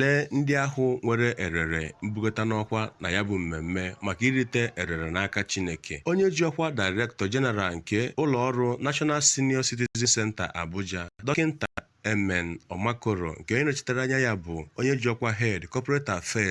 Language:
Igbo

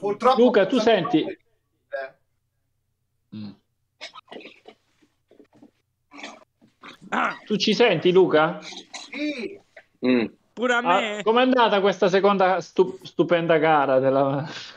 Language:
Italian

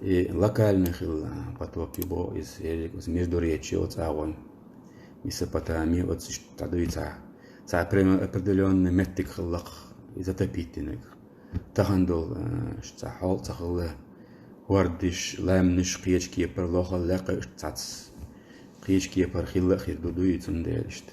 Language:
Chechen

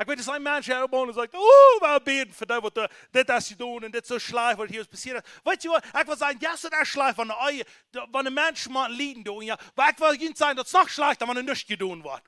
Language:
Plautdietsch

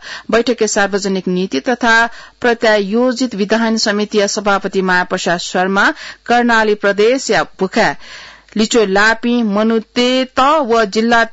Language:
Newari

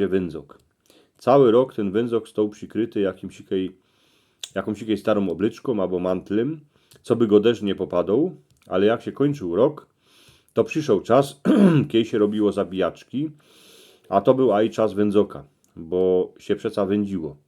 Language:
Silesian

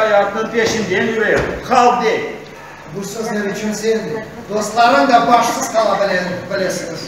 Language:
Crimean Tatar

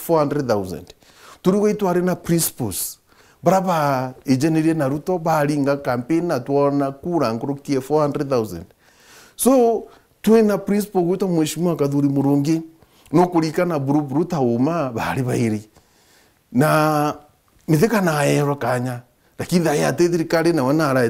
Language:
Meru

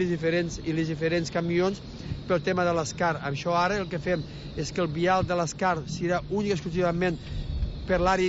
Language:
Catalan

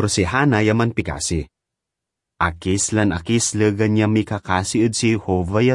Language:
Pangasinan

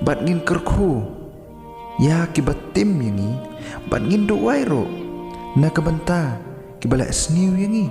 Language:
Khasi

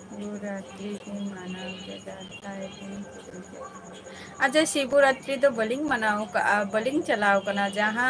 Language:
Santali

